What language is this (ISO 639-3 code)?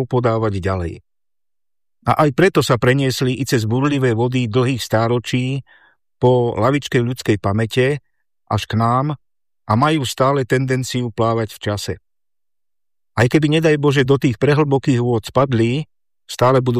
slk